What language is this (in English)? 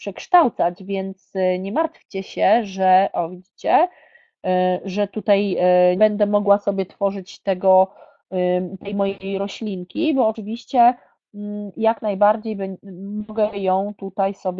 Polish